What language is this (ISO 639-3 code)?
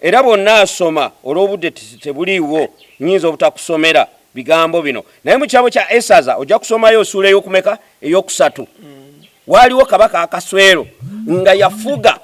lug